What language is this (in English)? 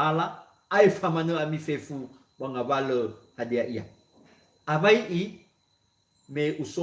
Nias